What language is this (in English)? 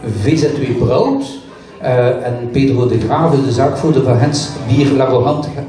Dutch